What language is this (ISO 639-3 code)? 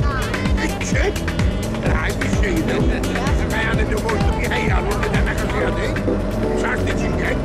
fao